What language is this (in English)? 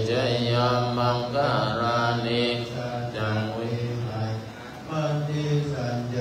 Pali